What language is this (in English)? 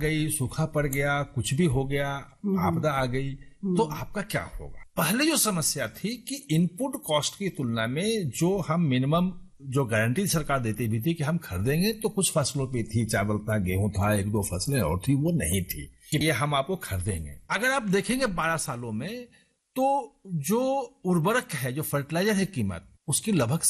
Hindi